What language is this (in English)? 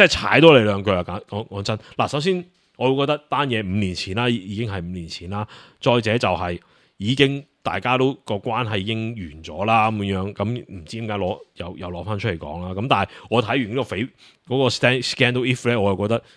Cantonese